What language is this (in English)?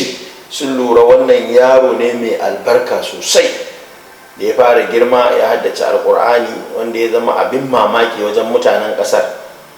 Hausa